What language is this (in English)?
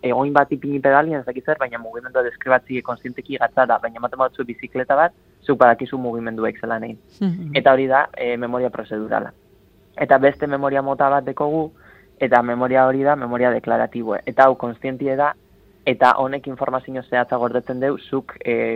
Basque